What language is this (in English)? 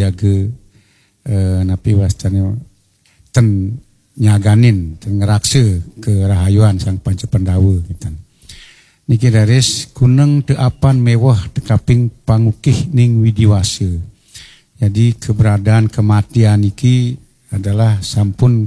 Balinese